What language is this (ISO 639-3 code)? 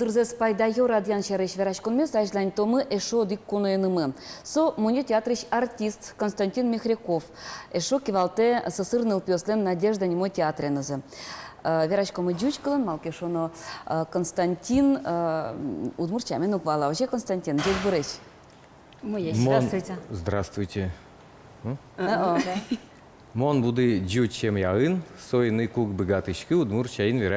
udm